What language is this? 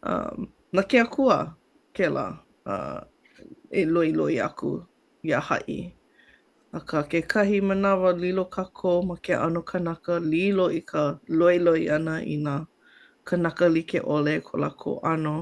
Hawaiian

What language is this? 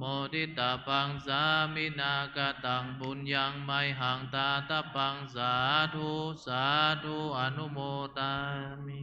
Pali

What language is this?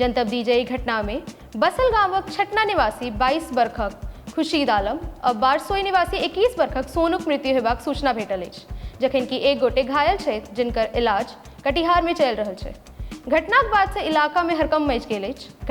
Maithili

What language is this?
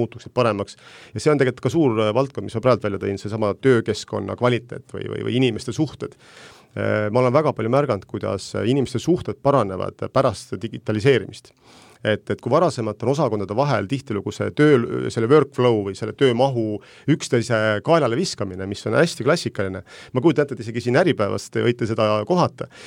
Estonian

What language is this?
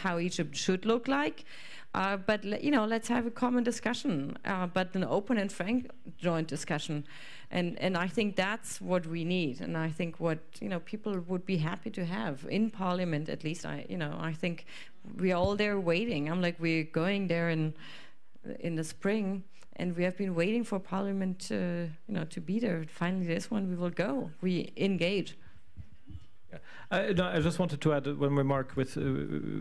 English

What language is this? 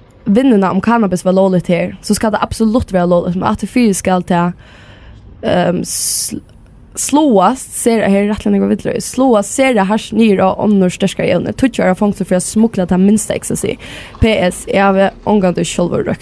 Faroese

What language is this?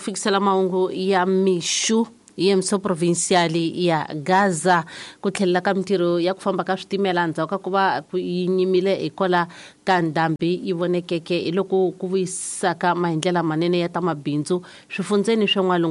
Tsonga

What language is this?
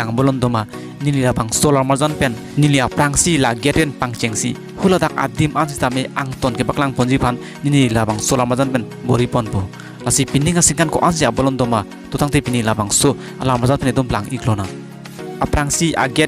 Karbi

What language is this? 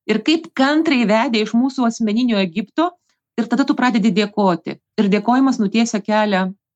Lithuanian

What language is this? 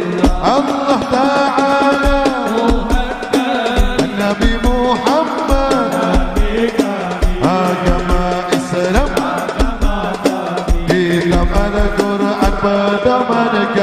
Arabic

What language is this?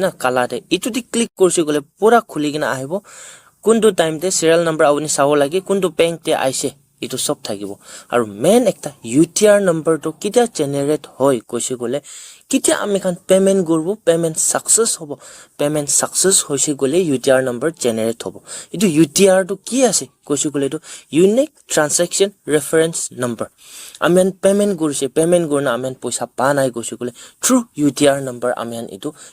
Naga Pidgin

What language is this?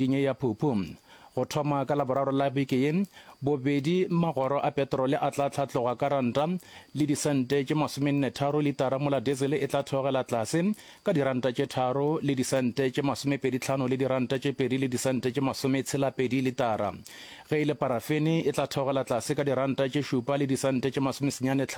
Northern Sotho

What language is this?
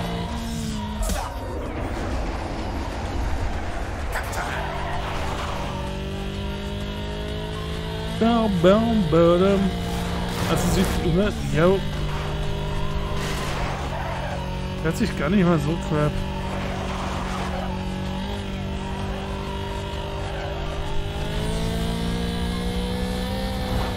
German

